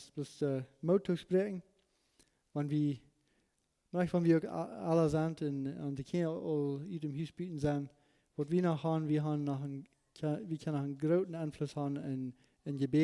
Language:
Plautdietsch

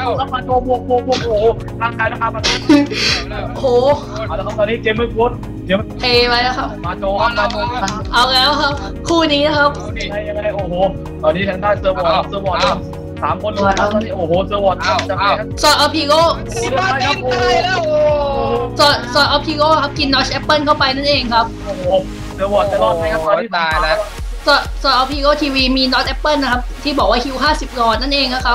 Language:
Thai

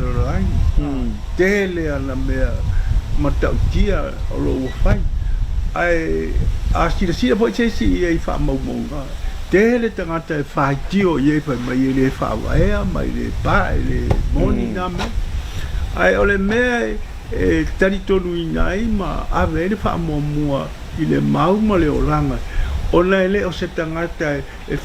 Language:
Samoan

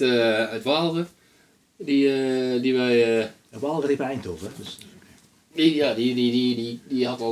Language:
Dutch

